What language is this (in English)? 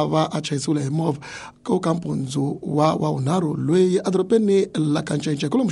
Tsonga